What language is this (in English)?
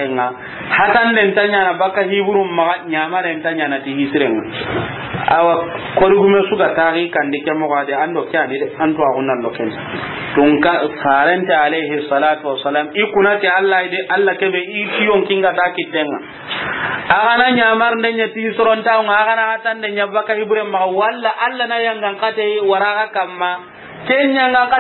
Soninke